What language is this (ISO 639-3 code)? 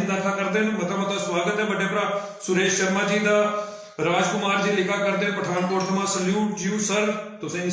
doi